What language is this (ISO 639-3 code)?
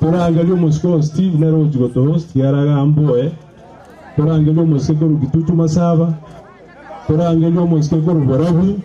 guz